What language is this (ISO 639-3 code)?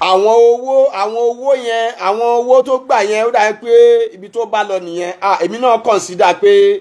yor